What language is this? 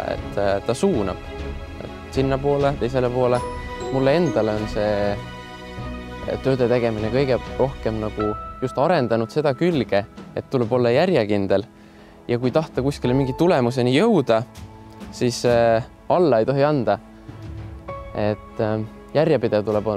Estonian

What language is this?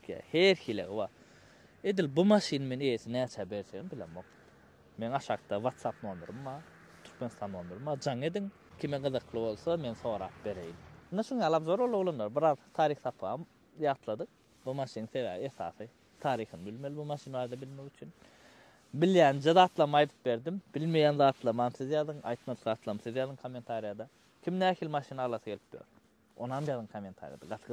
Turkmen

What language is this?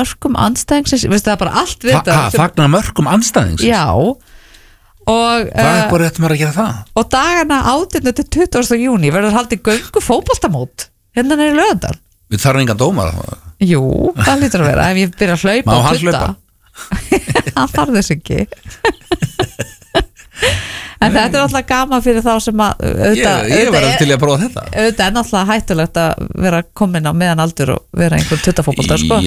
Icelandic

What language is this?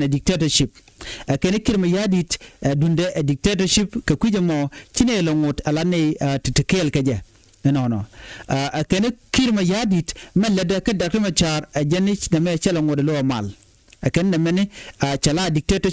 Nuer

